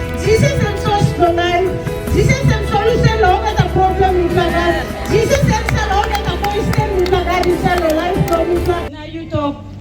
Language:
Tok Pisin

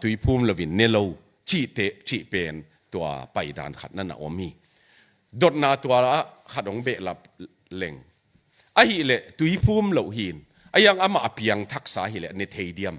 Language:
Tedim Chin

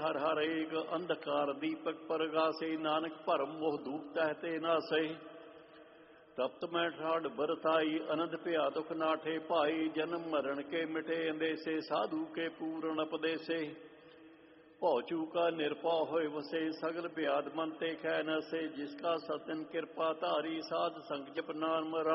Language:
Punjabi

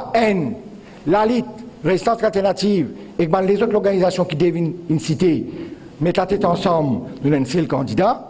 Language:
Morisyen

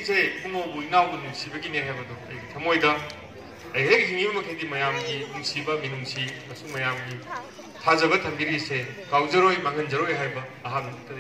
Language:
Manipuri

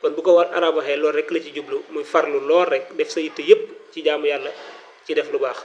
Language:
Wolof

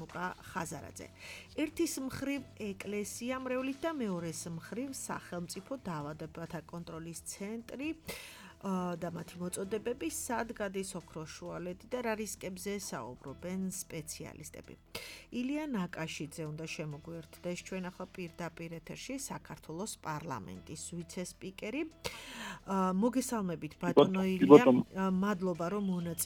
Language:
Georgian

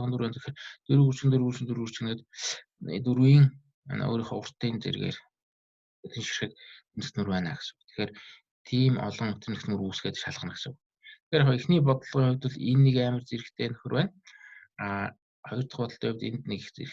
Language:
Mongolian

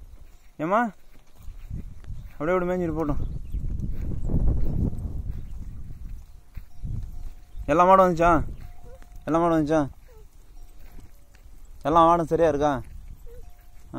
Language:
Tamil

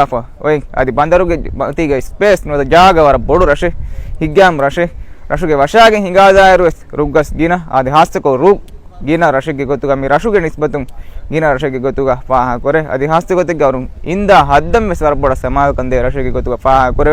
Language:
Divehi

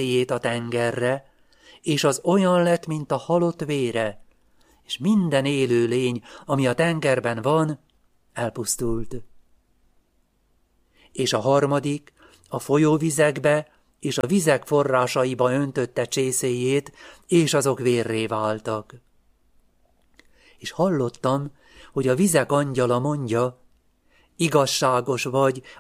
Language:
Hungarian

